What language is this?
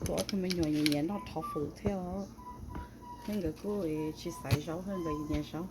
Hmong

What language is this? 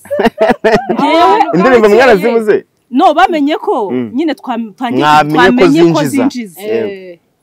Kinyarwanda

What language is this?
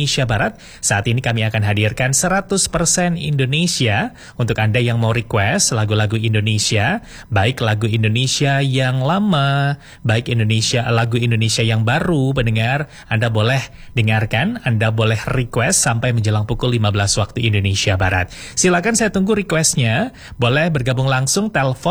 Indonesian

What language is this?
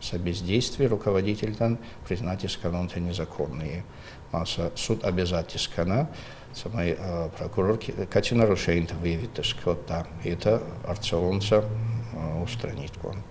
Ossetic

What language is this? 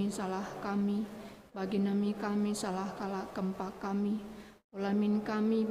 Batak Karo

